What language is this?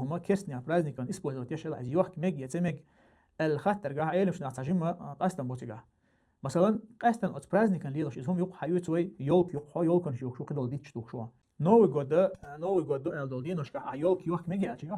Chechen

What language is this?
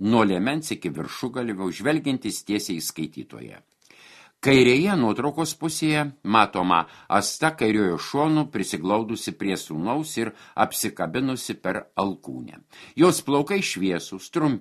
Lithuanian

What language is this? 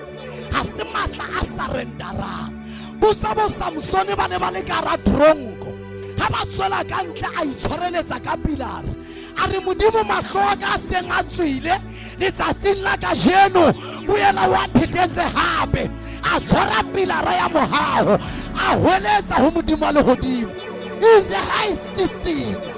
Southern Sotho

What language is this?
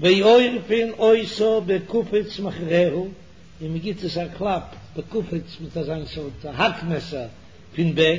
Yiddish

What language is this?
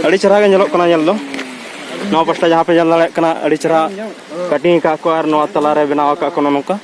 Santali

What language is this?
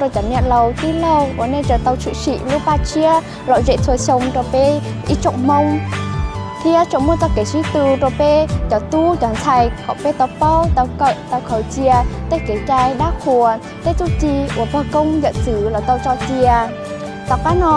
Hmong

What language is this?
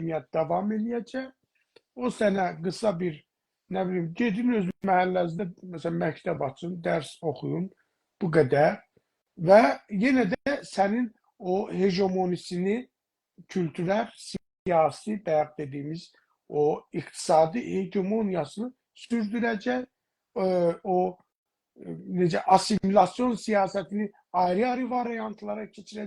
South Azerbaijani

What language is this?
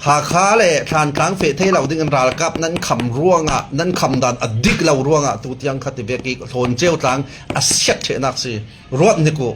Falam Chin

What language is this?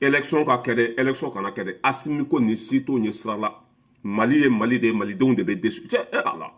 Bambara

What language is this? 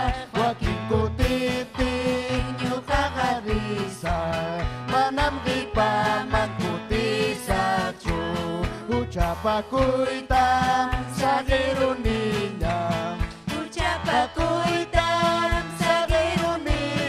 Ayacucho Quechua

